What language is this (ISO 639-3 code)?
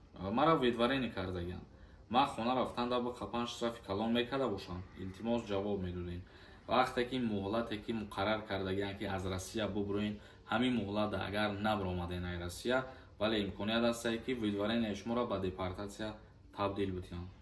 tgk